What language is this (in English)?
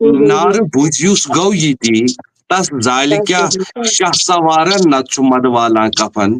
Kashmiri